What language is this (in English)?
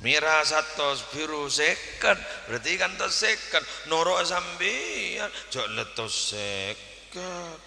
Madurese